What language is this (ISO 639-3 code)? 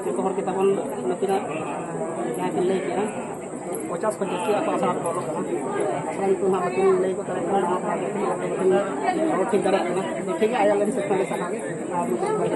sat